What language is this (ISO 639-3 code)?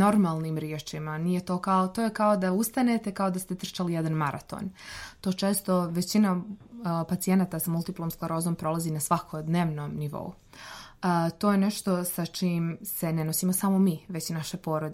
srp